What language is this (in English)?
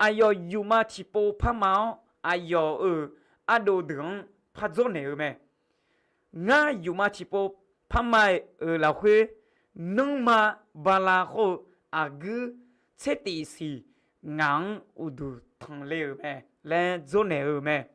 Akha